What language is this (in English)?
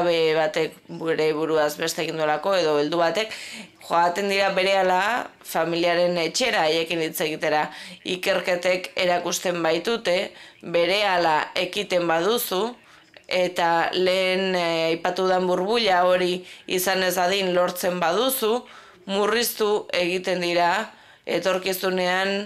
Basque